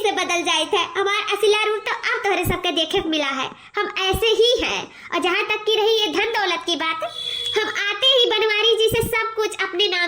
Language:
Awadhi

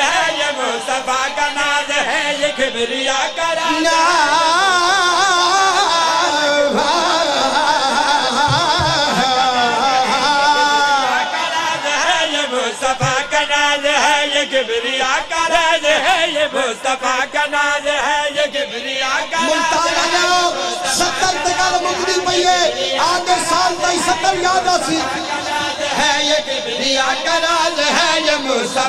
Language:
Urdu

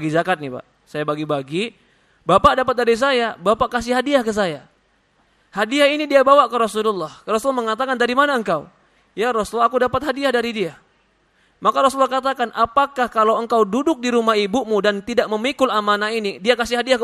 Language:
Indonesian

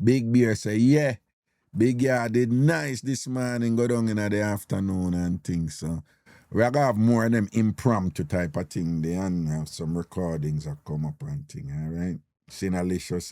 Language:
Jamaican Creole English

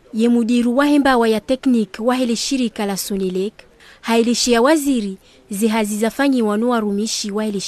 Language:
Ngazidja Comorian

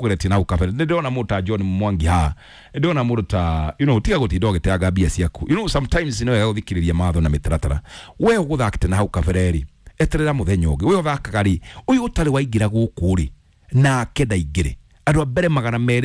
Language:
Kikuyu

